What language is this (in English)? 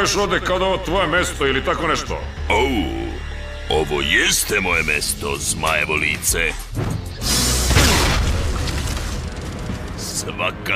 Serbian